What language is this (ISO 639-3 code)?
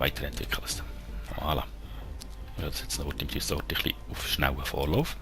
gsw